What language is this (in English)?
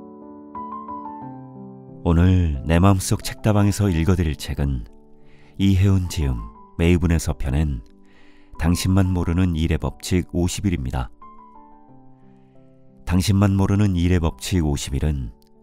Korean